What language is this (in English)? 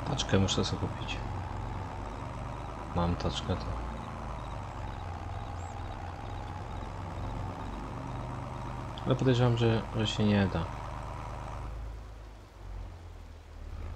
Polish